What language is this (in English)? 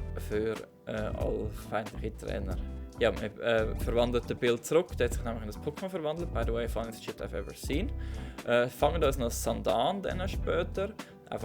Swiss German